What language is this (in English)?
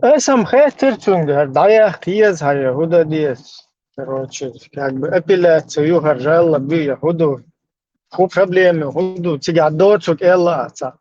Chechen